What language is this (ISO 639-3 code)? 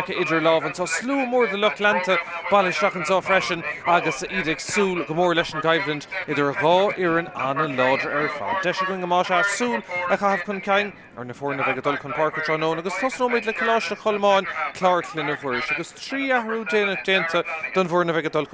gle